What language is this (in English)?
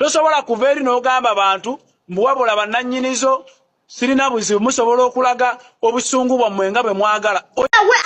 Ganda